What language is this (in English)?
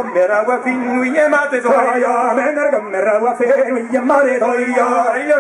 Breton